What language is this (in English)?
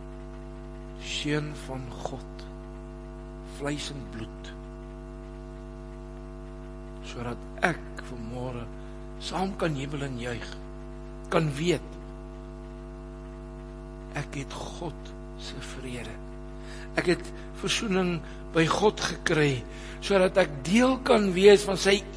Afrikaans